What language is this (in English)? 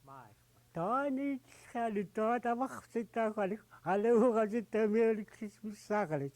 Central Yupik